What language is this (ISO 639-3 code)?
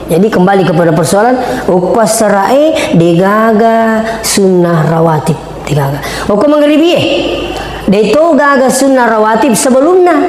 bug